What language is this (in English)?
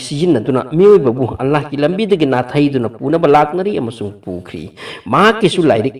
Manipuri